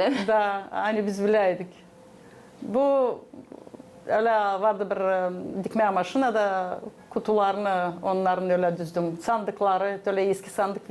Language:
Gagauz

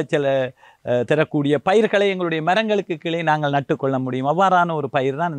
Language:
Tamil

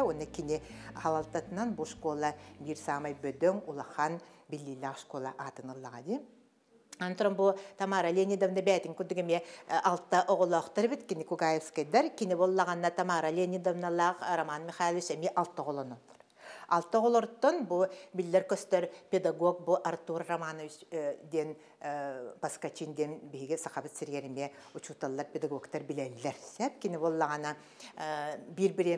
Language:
Yakut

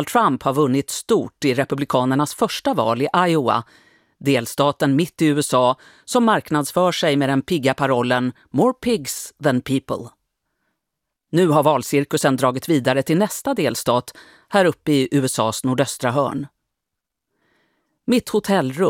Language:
Swedish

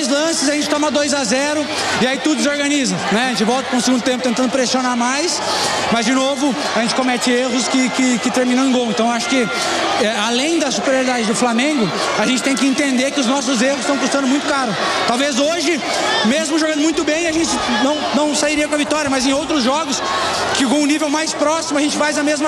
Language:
Portuguese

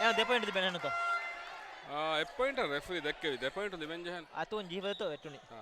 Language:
Divehi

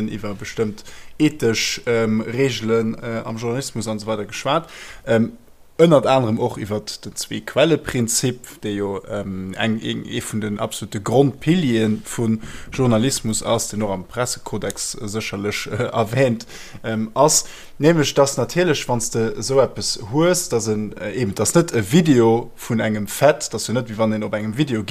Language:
Luxembourgish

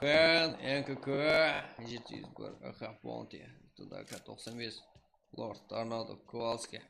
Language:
Kara-Kalpak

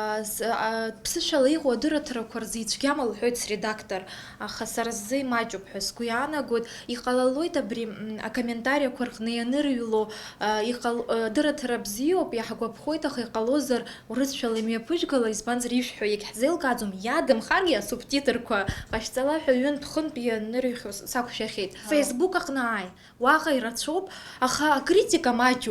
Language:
Abkhazian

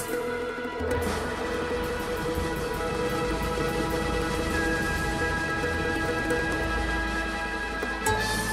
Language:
Bulgarian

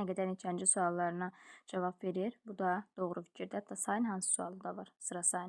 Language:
Azerbaijani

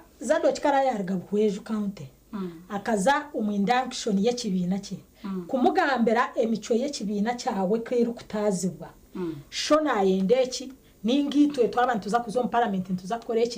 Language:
Nyankole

